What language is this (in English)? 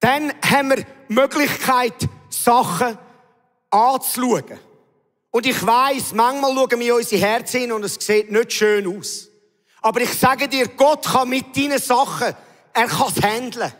Swiss German